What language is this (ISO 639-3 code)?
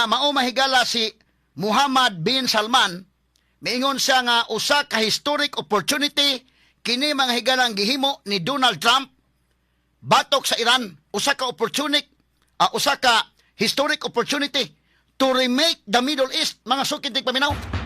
ceb